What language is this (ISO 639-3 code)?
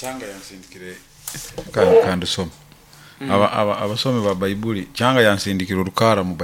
nyo